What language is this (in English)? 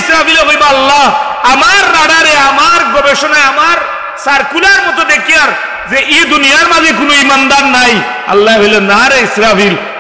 Sylheti